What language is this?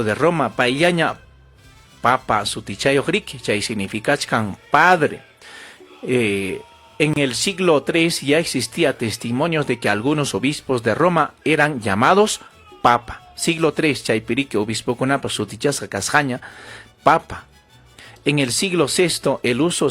Ayacucho Quechua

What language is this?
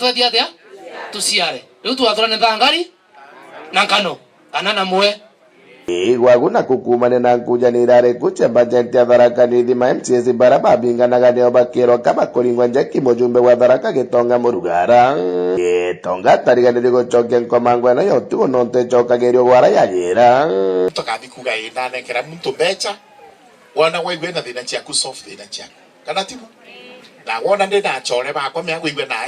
Meru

